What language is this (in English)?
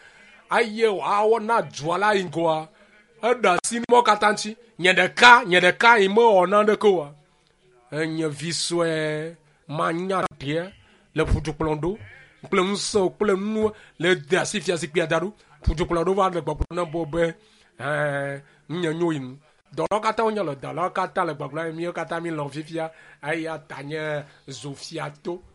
Ewe